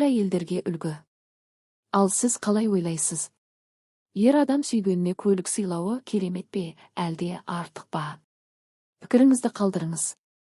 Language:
Kazakh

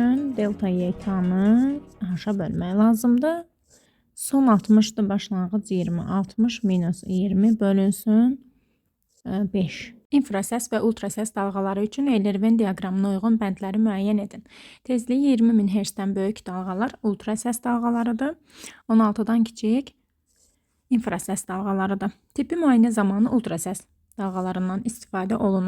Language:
Azerbaijani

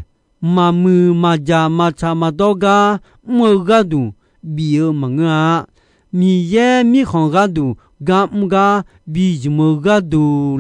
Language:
Akha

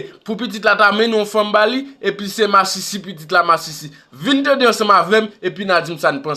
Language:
Haitian Creole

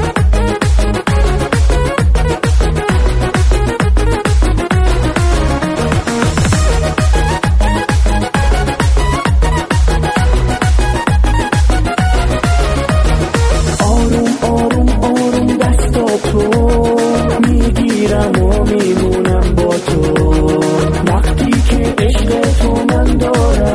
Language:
Persian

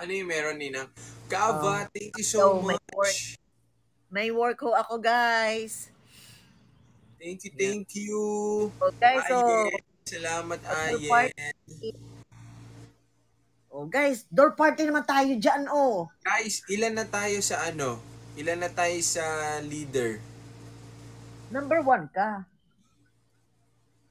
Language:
Filipino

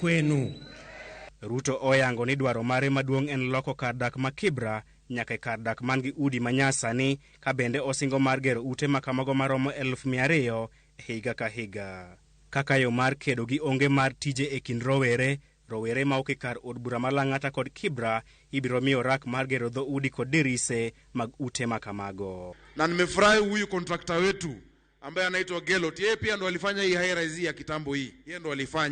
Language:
Luo (Kenya and Tanzania)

